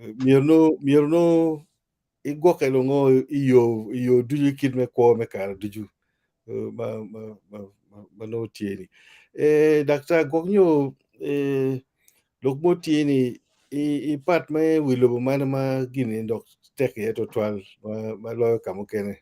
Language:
Acoli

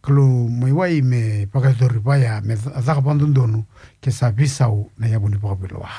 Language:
Fijian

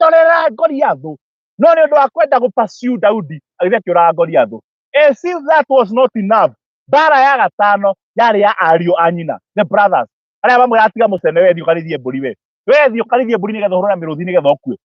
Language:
Kikuyu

